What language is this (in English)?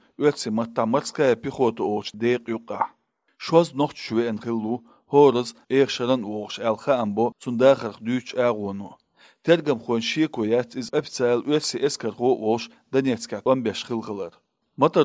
Chechen